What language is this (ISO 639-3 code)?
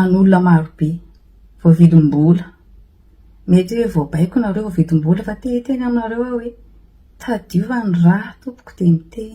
mlg